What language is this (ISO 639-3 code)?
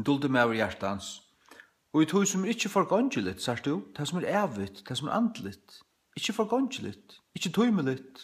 fao